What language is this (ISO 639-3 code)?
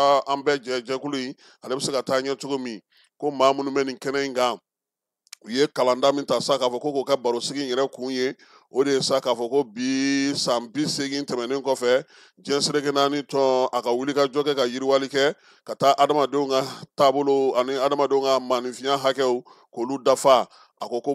bam